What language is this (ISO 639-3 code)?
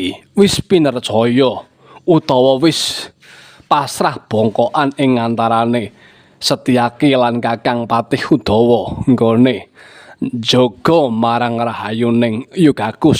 jav